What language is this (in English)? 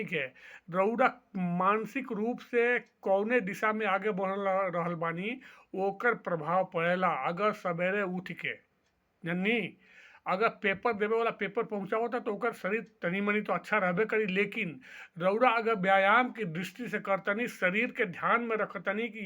Bhojpuri